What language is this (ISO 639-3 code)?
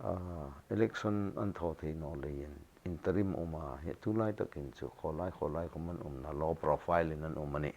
hmr